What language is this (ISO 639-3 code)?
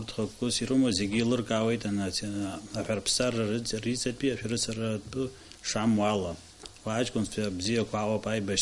abk